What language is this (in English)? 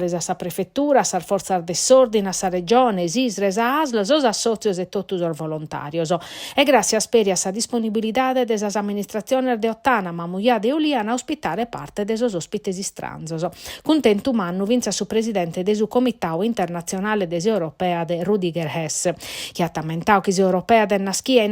Sardinian